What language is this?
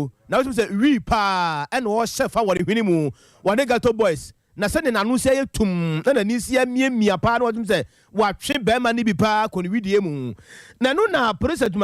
Akan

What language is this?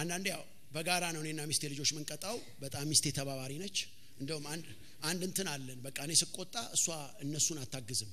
Amharic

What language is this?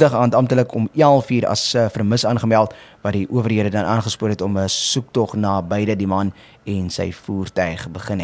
Afrikaans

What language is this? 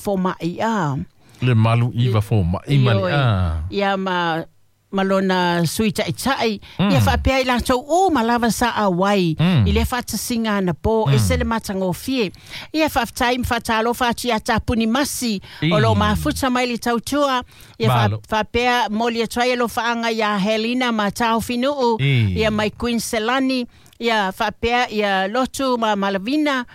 Samoan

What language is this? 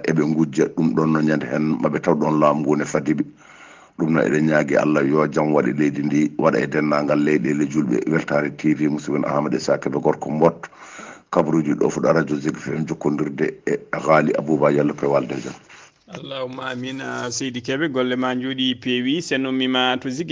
Fula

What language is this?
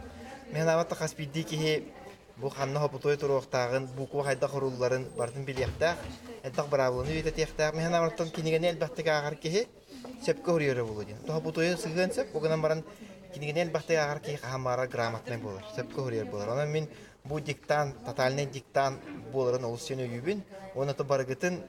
Yakut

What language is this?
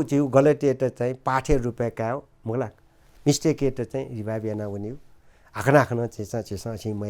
Newari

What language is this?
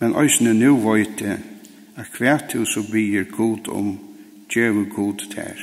Faroese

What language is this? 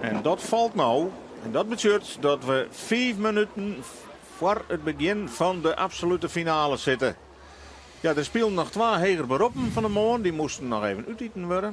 Western Frisian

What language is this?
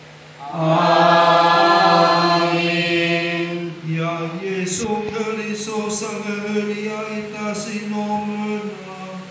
Nias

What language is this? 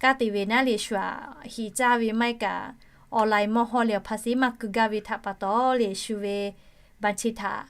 Lahu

